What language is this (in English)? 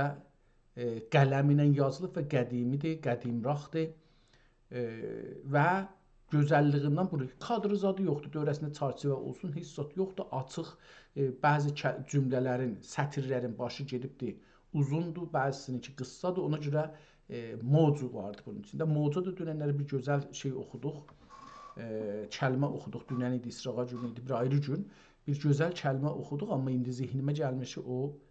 South Azerbaijani